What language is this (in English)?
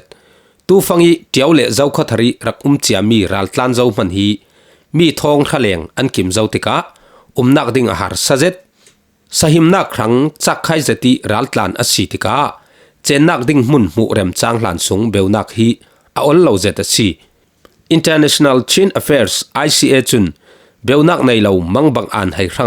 Falam Chin